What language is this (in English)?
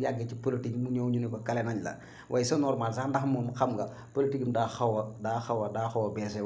Wolof